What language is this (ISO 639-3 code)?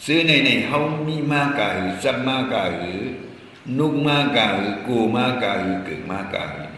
shn